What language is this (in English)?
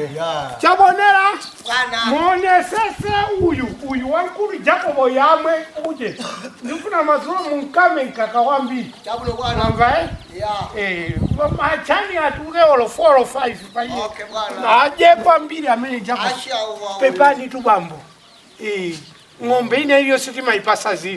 Nyanja